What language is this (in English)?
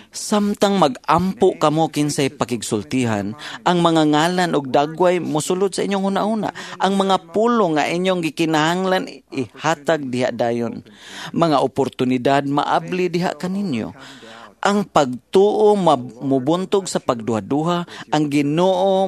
Cebuano